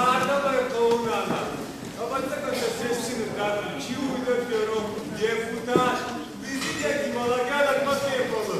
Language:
Ossetic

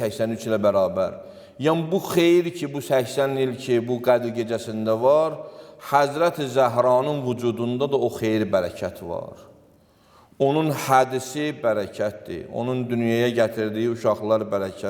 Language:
Azerbaijani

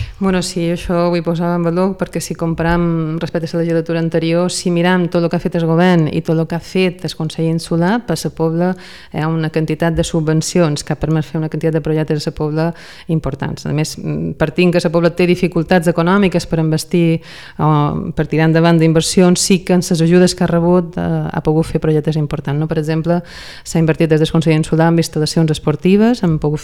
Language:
Catalan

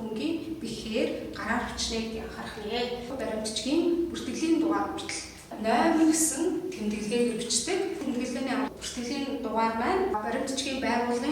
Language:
Mongolian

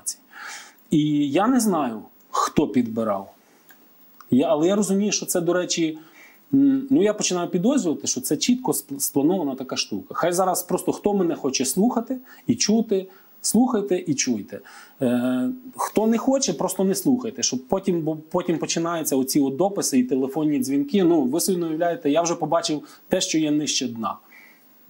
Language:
Ukrainian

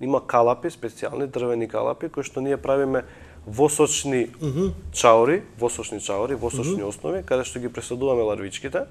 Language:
Macedonian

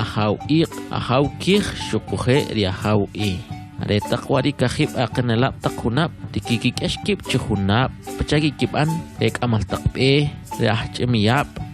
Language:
Kʼicheʼ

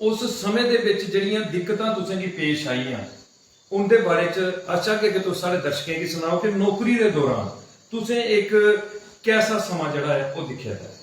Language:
Dogri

